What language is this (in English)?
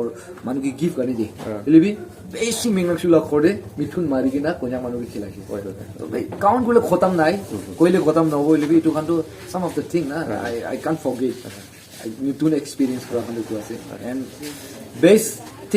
Naga Pidgin